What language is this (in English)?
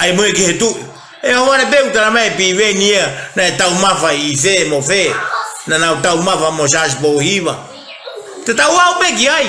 Tongan